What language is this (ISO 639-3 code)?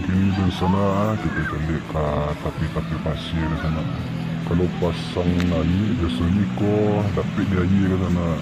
min